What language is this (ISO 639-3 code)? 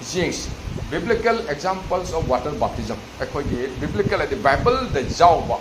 mni